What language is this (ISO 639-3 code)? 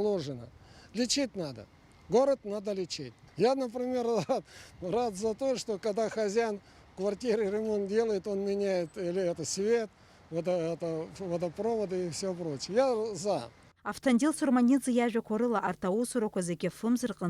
abk